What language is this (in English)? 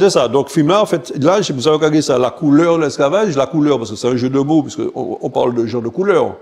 Guadeloupean Creole French